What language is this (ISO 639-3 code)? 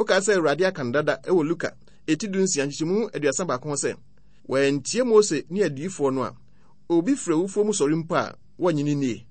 aka